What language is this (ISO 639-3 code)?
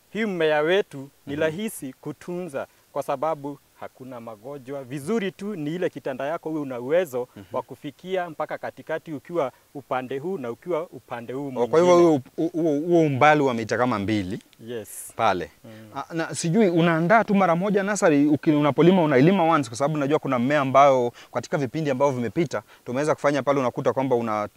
swa